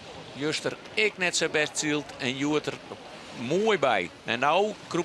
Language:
Western Frisian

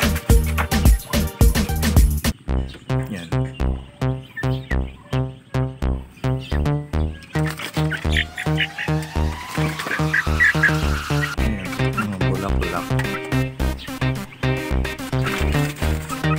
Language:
Filipino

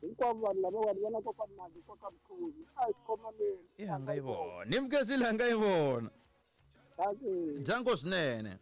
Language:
Tsonga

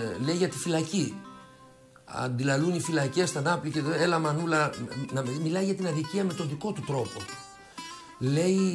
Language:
Greek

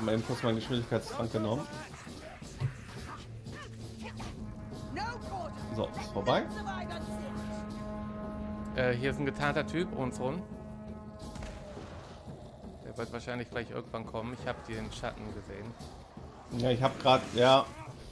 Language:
German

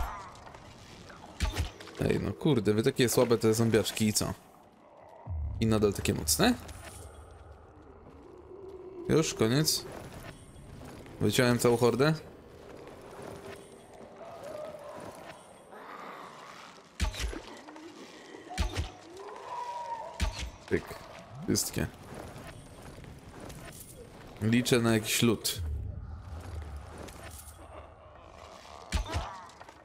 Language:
Polish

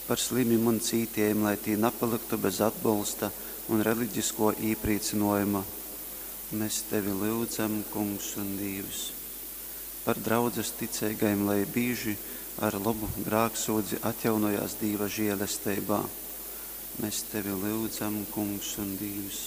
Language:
Latgalian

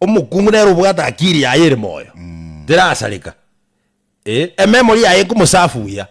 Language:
Gusii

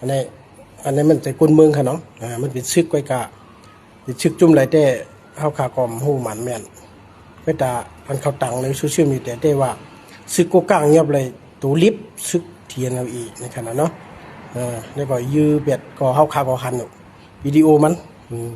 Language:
Shan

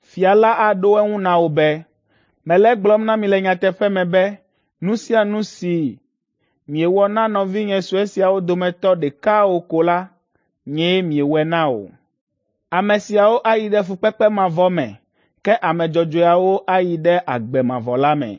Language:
Ewe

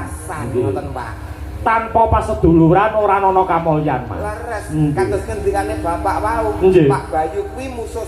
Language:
Javanese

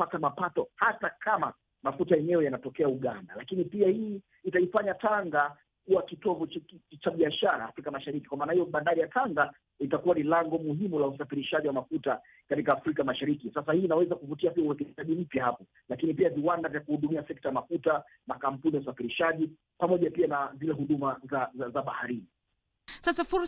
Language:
Swahili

